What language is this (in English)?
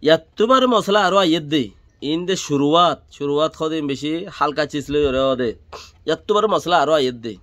Rohingya